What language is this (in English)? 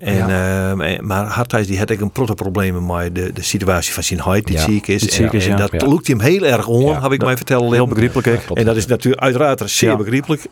Western Frisian